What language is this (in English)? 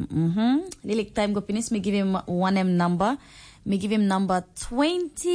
Tok Pisin